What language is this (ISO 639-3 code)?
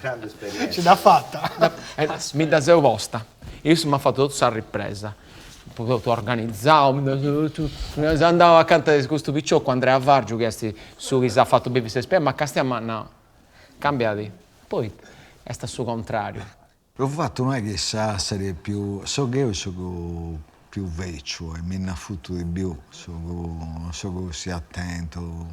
srd